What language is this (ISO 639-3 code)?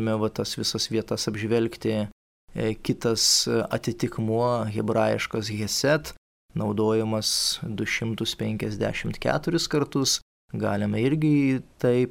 lit